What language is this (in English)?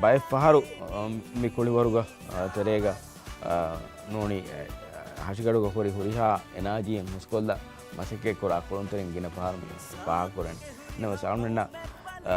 Divehi